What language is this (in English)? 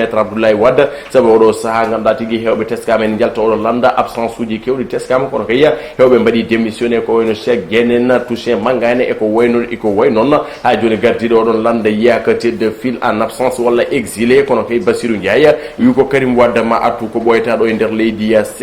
Fula